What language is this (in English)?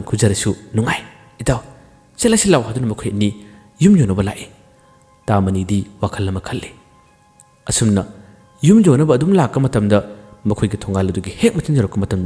Manipuri